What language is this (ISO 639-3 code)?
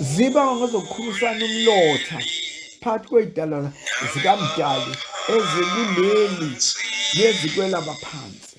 zul